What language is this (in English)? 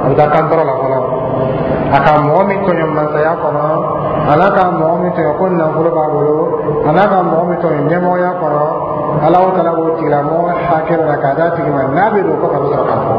Dyula